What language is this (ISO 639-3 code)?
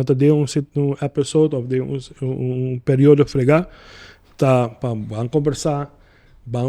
pap